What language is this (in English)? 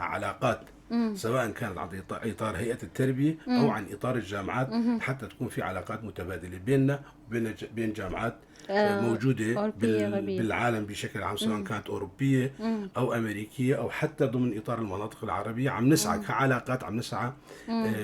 North Levantine Arabic